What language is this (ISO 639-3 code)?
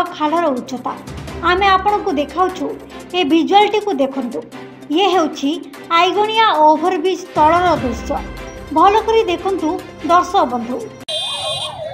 ori